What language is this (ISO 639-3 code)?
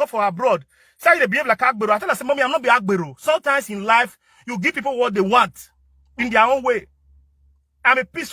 pcm